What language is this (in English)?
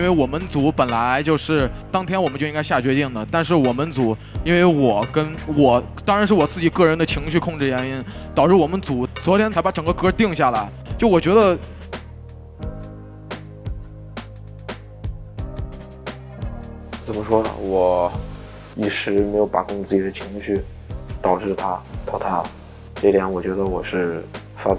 Chinese